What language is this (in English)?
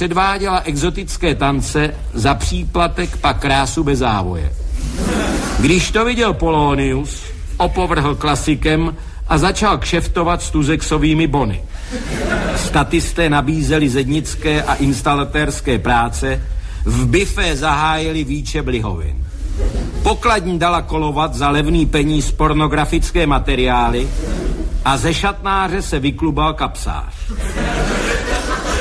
Czech